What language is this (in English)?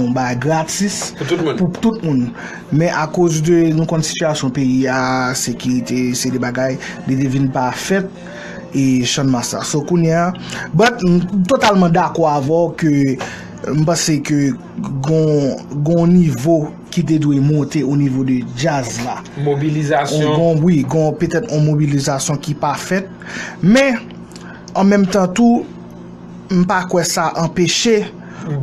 Haitian Creole